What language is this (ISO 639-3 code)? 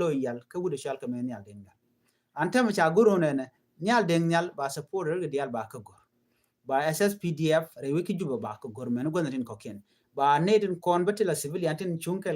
nus